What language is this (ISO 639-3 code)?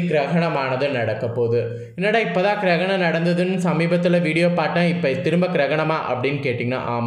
tam